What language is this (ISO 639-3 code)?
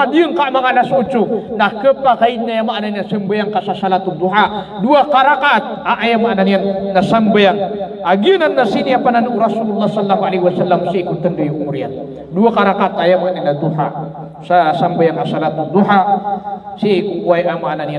mrw